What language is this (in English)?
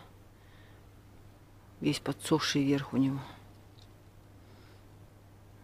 Russian